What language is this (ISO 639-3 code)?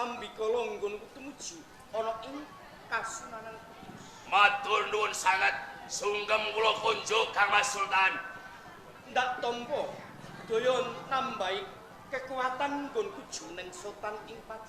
jav